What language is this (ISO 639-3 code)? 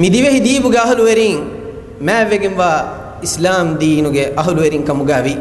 div